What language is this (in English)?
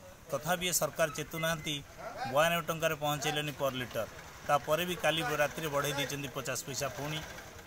Odia